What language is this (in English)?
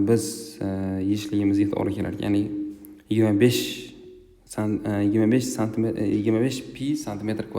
Uzbek